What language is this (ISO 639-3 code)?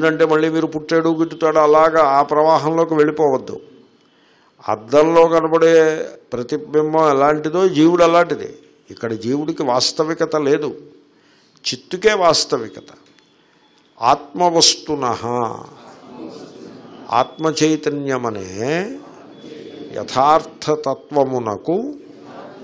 tel